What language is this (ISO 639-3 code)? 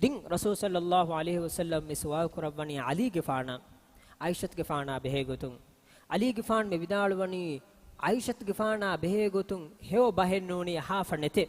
div